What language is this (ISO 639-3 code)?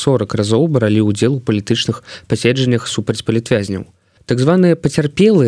bel